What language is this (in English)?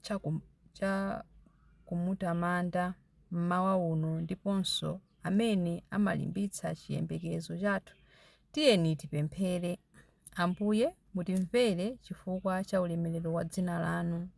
Nyanja